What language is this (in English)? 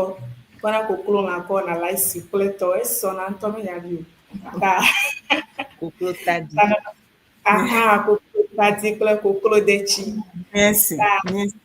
Ewe